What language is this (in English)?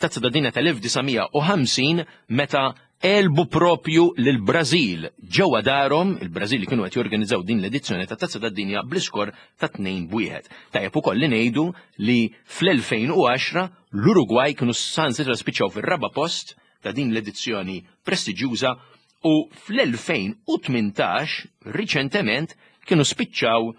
Maltese